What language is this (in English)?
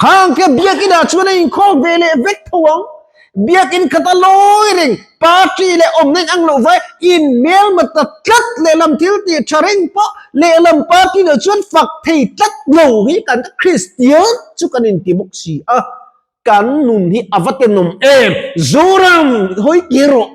Mizo